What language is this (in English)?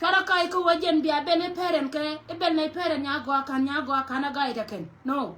Nuer